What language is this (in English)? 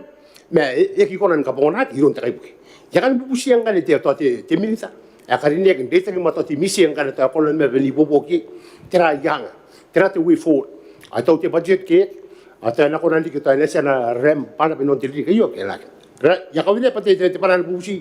Gilbertese